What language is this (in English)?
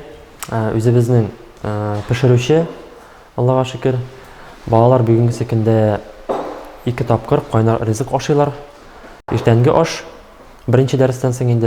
Tatar